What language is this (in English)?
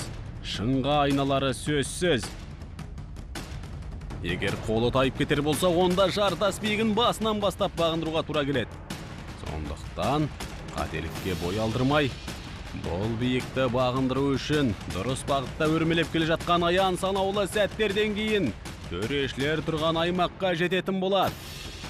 Kazakh